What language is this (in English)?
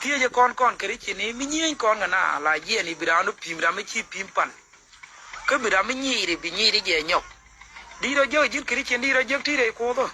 Nuer